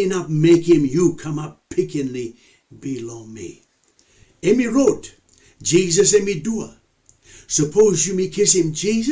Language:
Tok Pisin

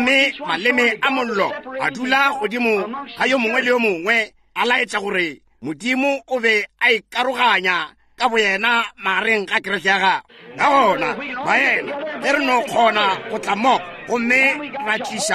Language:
Northern Sotho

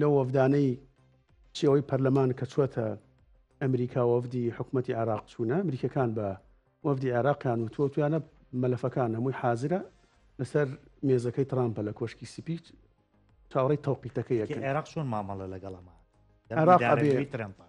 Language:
Central Kurdish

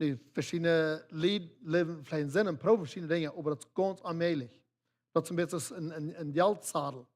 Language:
Plautdietsch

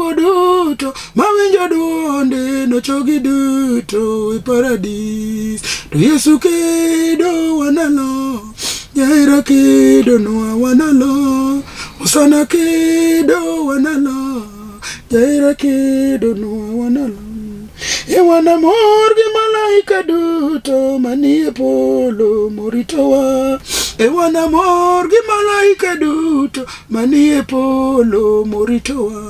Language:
Luo (Kenya and Tanzania)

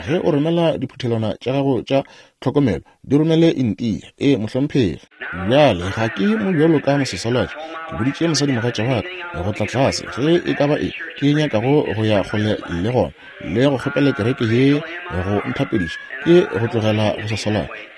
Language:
Northern Sotho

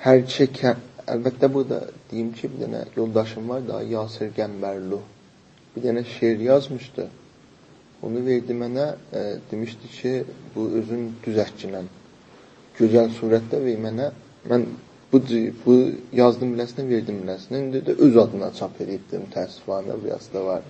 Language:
South Azerbaijani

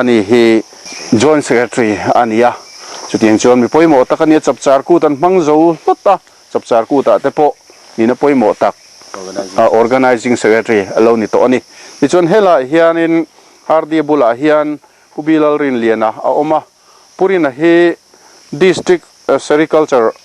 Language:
Mizo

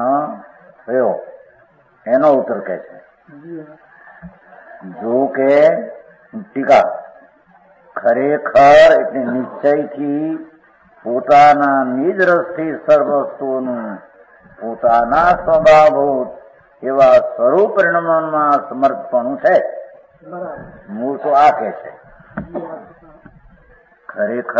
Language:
Gujarati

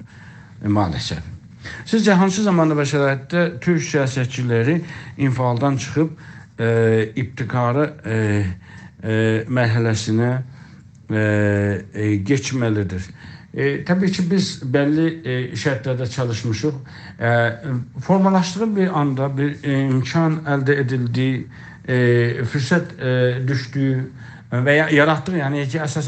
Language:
South Azerbaijani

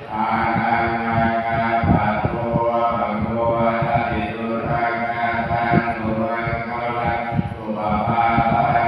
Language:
Pali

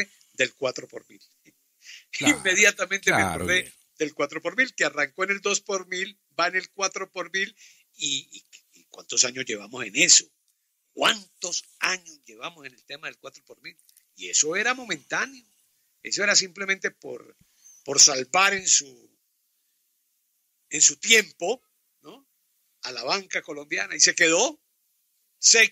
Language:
Spanish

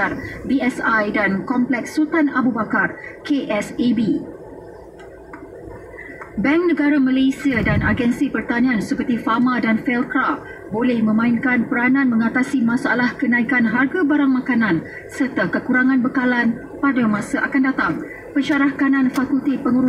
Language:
Malay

